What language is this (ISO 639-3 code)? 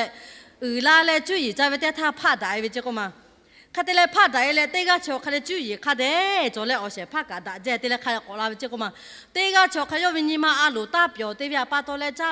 lhu